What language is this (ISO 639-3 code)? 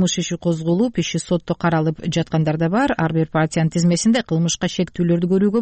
kir